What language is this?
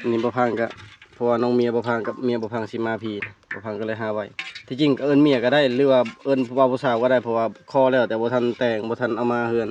Lao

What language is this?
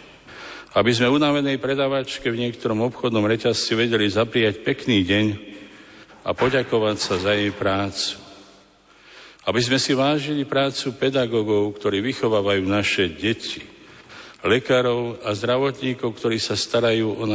Slovak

